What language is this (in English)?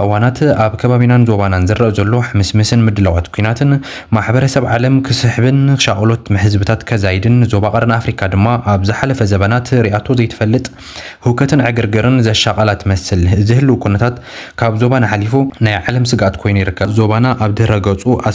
Tigrinya